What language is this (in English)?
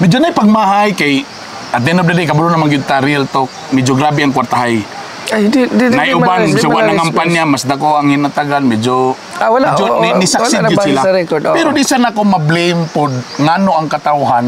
Cebuano